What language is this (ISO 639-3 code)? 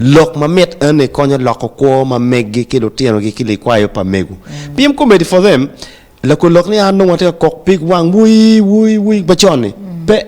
ach